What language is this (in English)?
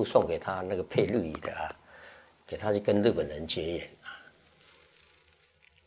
Chinese